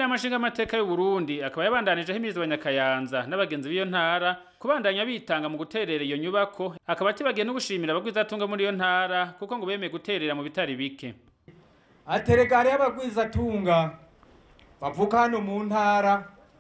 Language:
Rundi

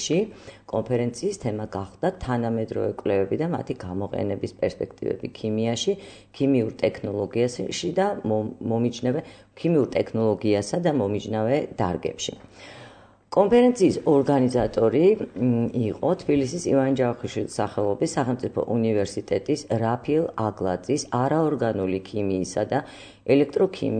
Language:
Georgian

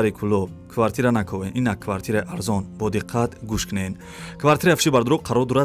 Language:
Tajik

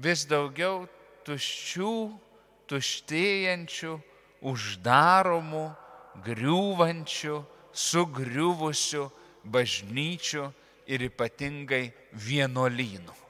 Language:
Lithuanian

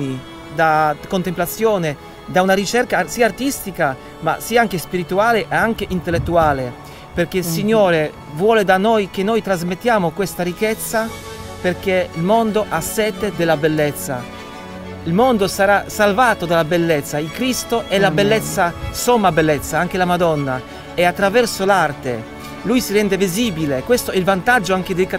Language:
Italian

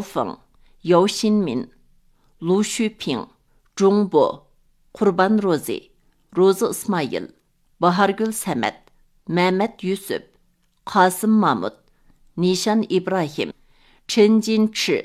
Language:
Uyghur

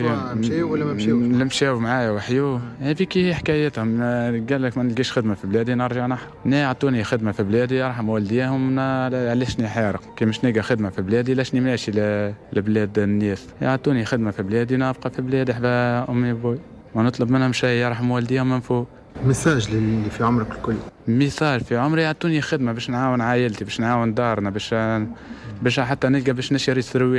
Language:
Tunisian Arabic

